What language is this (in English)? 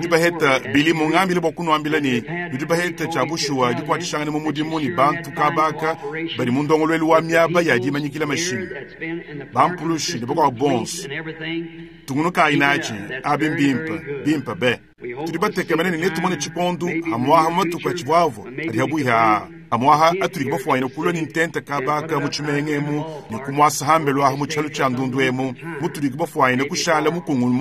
Luba-Lulua